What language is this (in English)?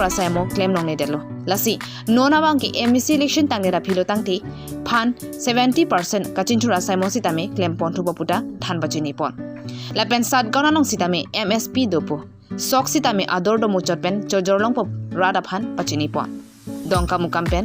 Karbi